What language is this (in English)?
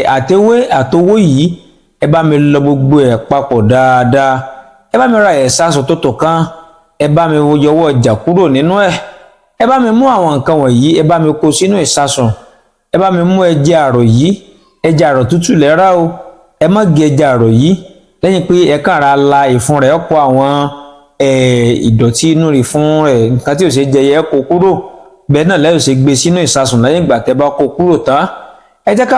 Yoruba